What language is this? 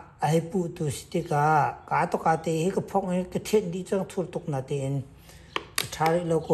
Hakha Chin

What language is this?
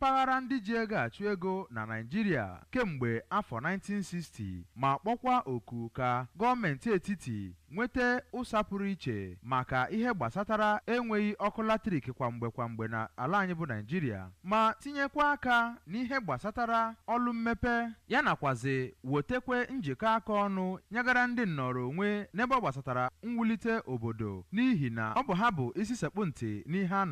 Igbo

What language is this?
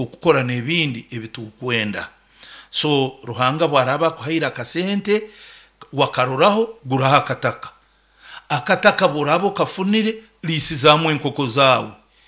Nyankole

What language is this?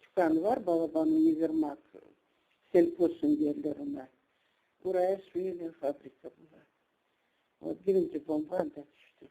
Crimean Tatar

